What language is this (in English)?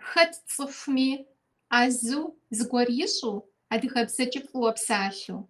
Kabardian